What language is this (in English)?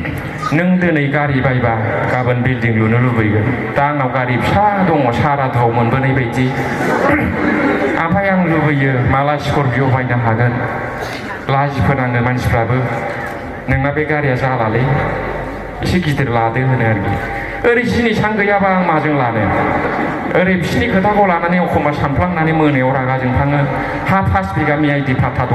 Bodo